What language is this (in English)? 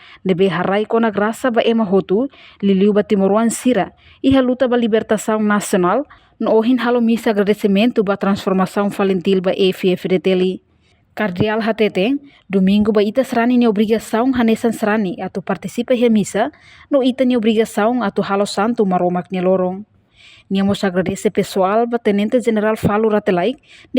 Tetum